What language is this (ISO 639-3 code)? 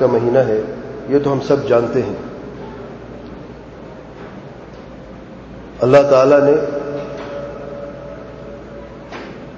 urd